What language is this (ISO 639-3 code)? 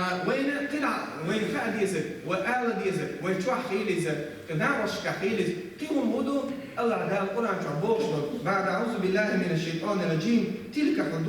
che